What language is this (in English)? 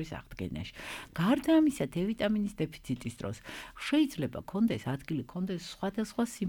Georgian